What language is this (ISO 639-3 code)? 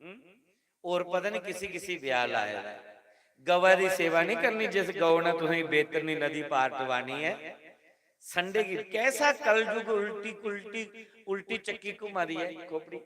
doi